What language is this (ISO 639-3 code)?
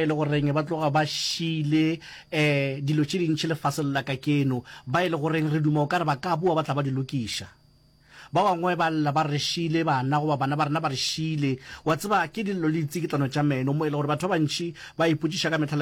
nso